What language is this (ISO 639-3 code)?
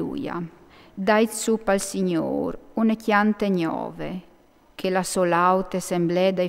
fur